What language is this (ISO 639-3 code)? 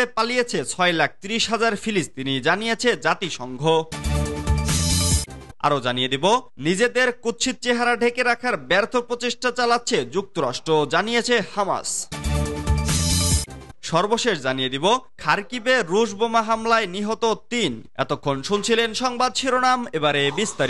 ben